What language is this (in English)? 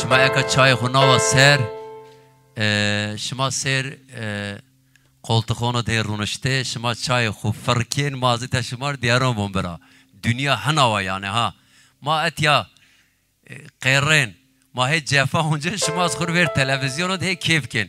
Zaza